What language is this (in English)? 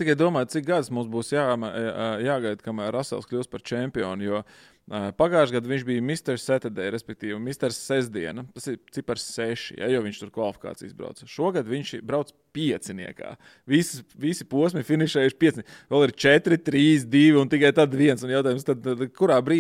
Latvian